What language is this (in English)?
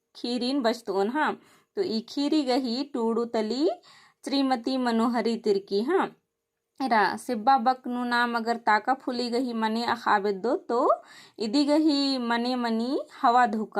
Kurukh